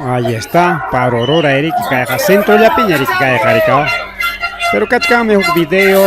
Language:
Ayacucho Quechua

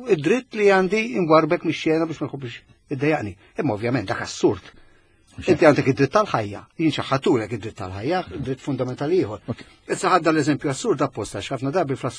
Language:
Maltese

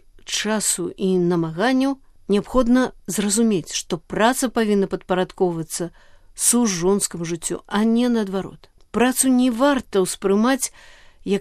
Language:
Belarusian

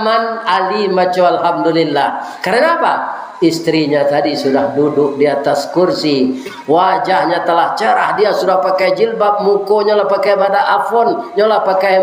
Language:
Minangkabau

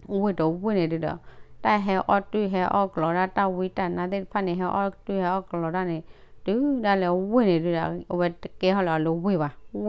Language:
S'gaw Karen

